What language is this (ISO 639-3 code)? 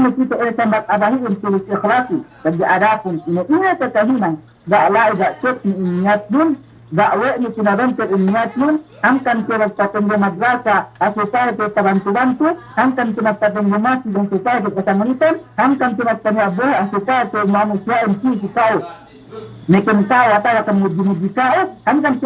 yka